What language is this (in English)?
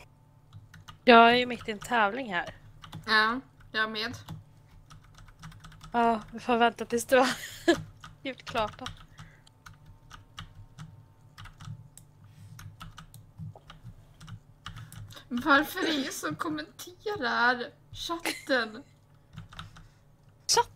Swedish